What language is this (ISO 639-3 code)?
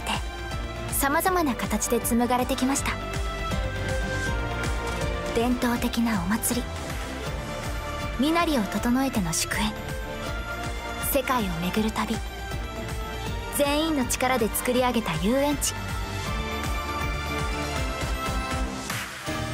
jpn